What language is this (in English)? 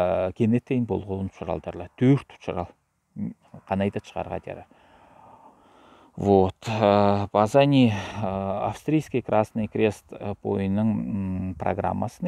Southern Altai